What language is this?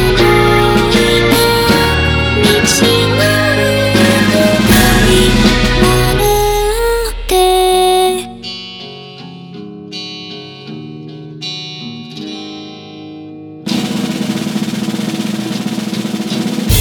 Japanese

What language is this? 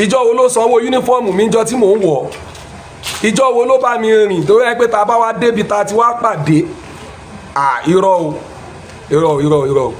Yoruba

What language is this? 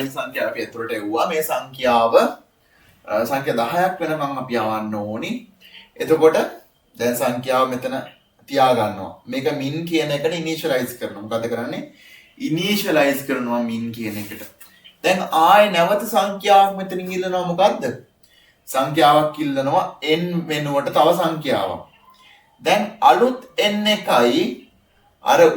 Sinhala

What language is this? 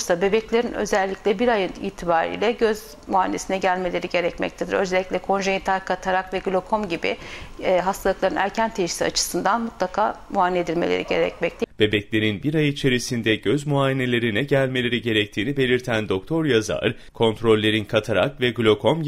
Turkish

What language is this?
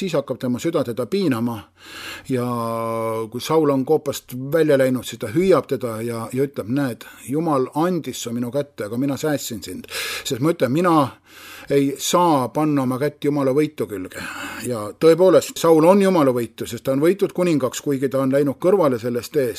Estonian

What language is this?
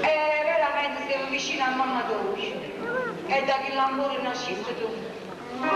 Neapolitan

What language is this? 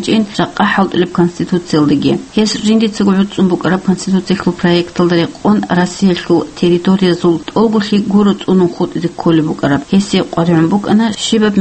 Avaric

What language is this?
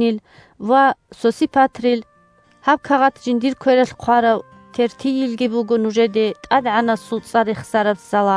Avaric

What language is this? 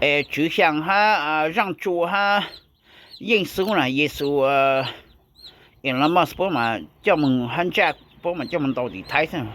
Hmong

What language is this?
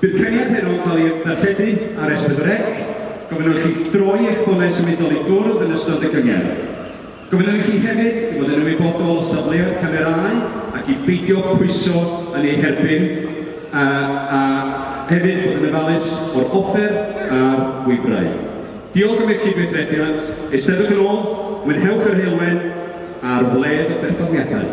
Welsh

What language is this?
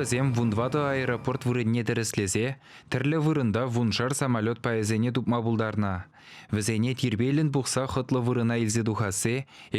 Chuvash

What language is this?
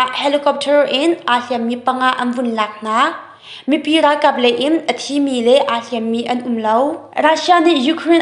Hakha Chin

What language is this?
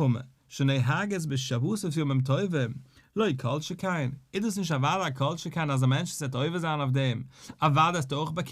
Yiddish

